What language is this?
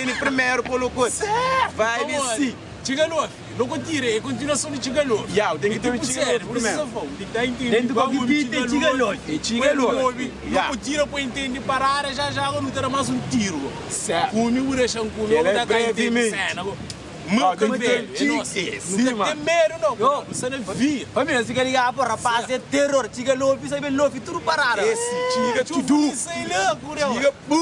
Kabuverdianu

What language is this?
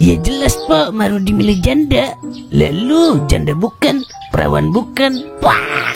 Betawi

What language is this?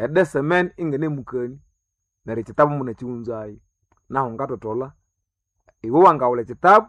Nande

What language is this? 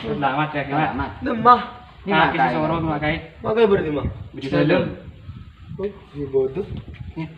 Madurese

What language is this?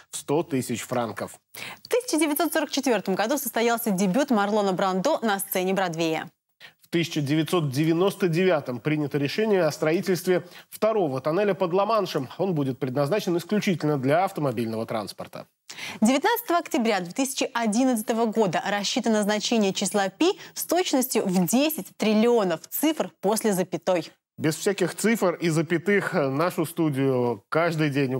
Russian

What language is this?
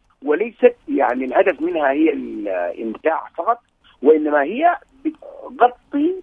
Sudanese Arabic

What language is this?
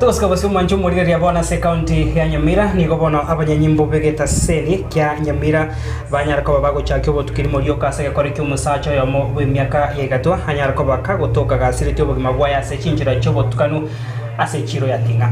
Gusii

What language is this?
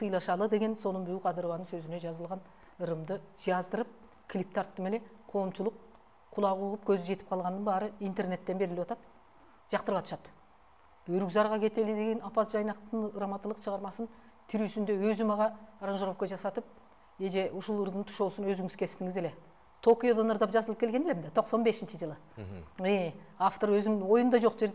Kyrgyz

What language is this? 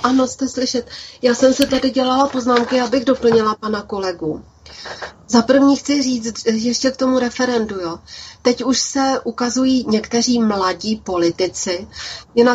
Czech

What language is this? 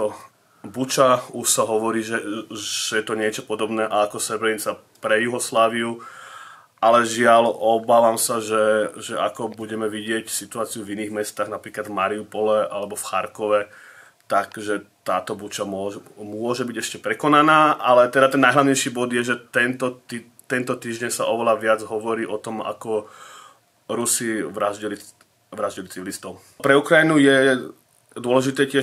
Slovak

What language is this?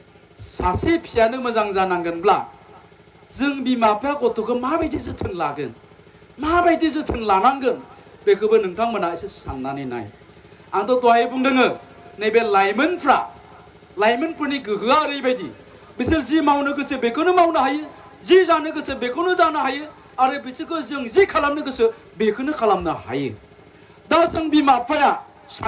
Bodo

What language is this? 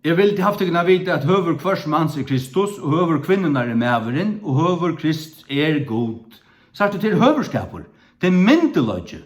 Faroese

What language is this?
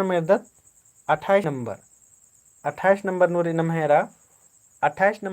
Kurukh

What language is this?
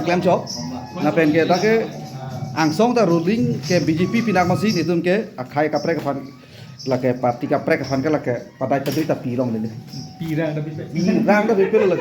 Karbi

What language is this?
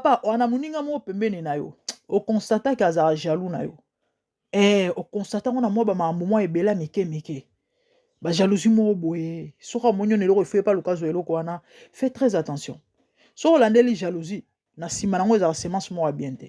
Lingala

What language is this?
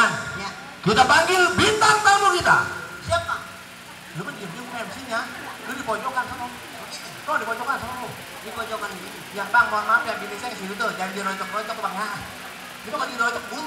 Betawi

